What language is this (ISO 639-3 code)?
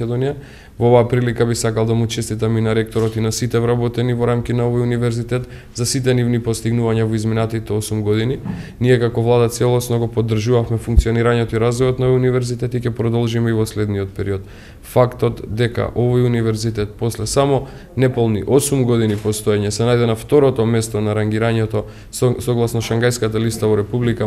mkd